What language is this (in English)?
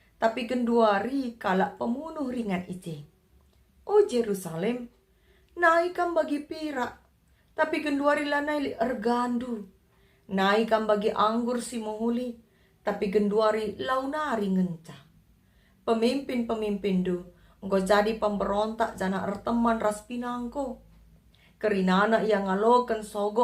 Batak Karo